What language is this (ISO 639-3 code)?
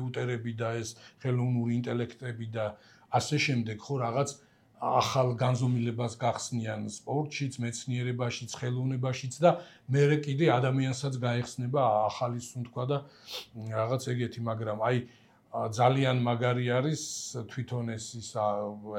kat